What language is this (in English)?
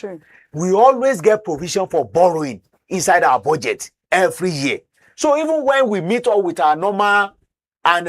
Nigerian Pidgin